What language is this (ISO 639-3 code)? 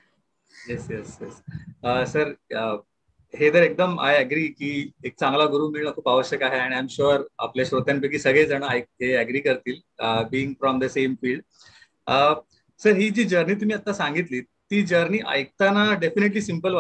mar